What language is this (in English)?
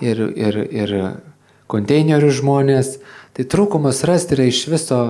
Lithuanian